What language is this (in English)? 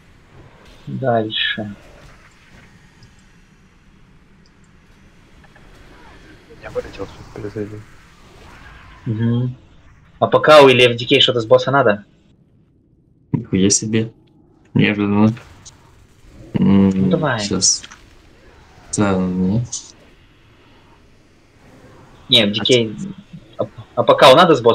Russian